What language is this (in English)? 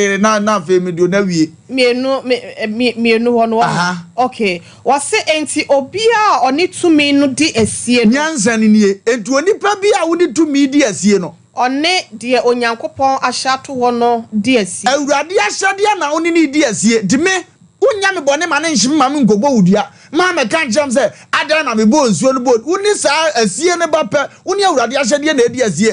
Akan